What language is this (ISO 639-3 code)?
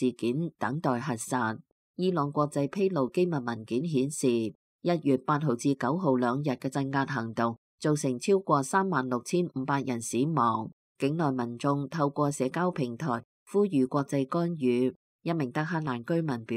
yue